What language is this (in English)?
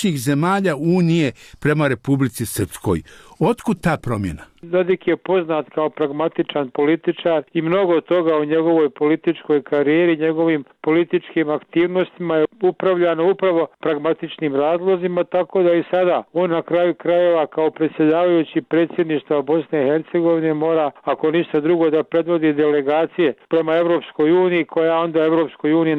Serbian